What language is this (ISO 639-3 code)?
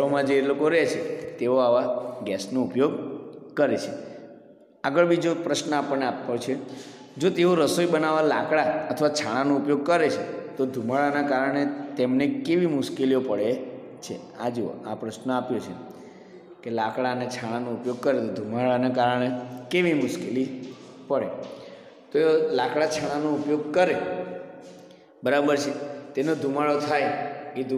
guj